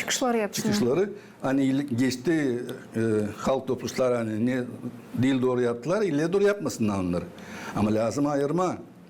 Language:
Gagauz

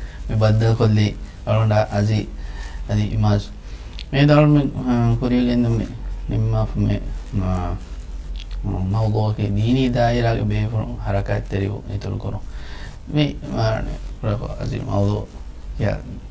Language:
Divehi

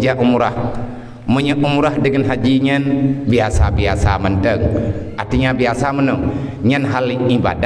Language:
Achinese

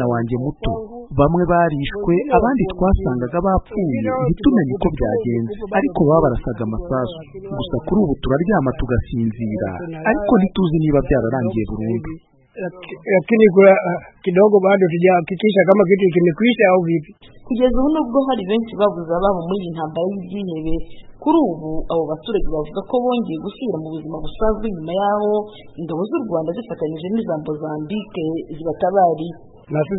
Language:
Kinyarwanda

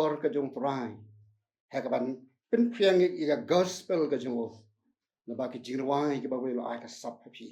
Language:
Khasi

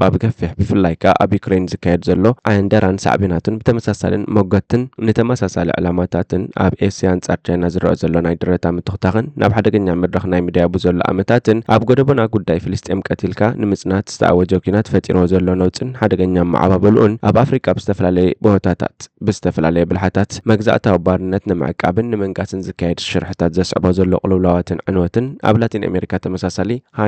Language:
Tigrinya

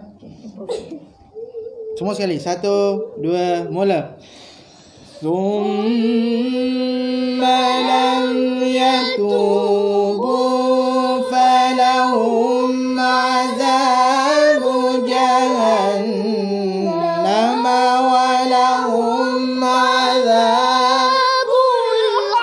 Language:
Malay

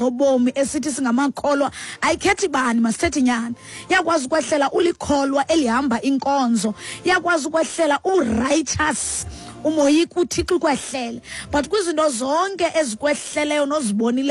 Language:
Xhosa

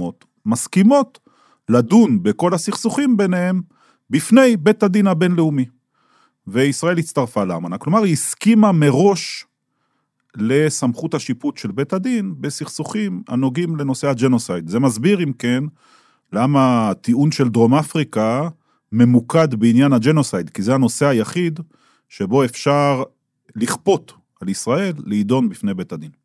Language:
Hebrew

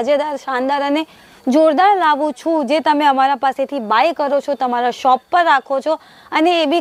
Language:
Gujarati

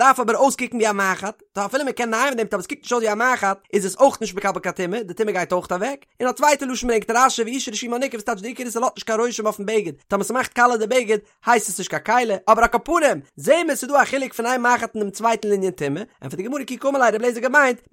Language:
Yiddish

